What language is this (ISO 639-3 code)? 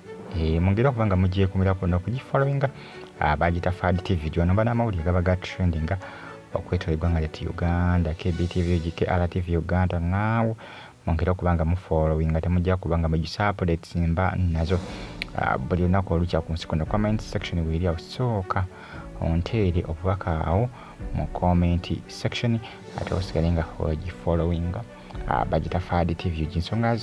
lug